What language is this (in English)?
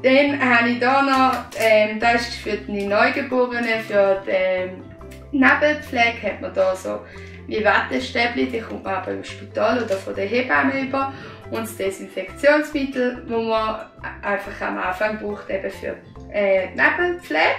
Swiss German